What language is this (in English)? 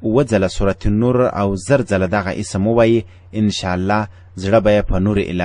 Pashto